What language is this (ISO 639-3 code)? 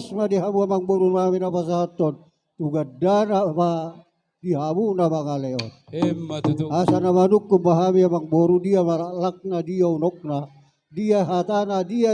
bbc